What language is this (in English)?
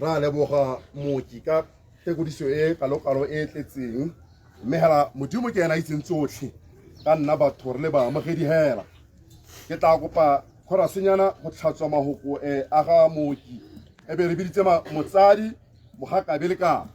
Tswana